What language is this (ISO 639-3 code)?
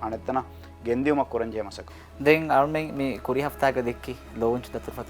div